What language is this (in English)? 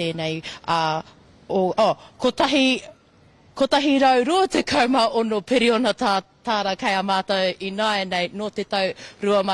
Māori